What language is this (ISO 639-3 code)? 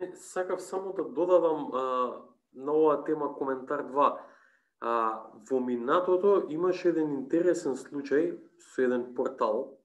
mkd